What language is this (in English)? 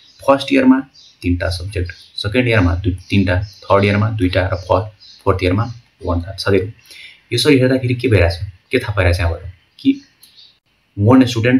Nepali